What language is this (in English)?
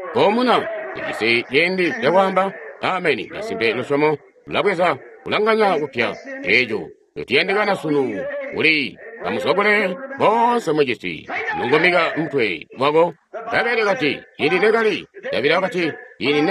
Tonga (Zambia)